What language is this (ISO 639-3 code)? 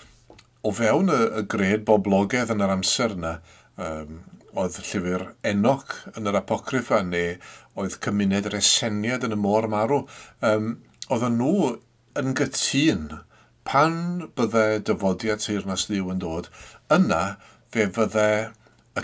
cym